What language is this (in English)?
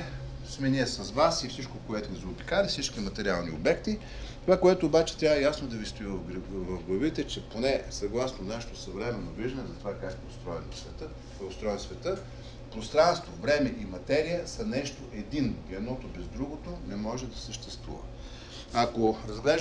Bulgarian